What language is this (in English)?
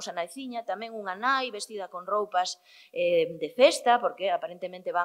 Galician